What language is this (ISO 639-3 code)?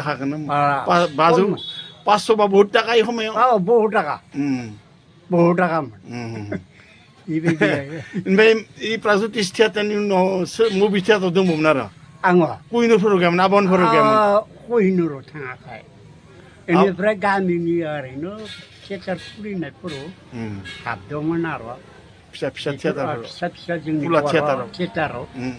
brx